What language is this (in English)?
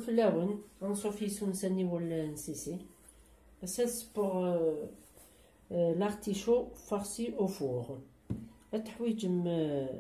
Kabyle